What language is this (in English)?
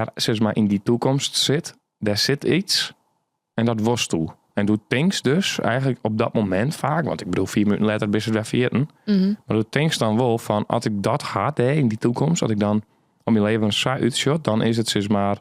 Western Frisian